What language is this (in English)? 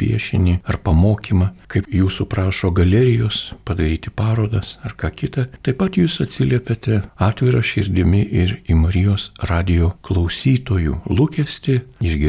Lithuanian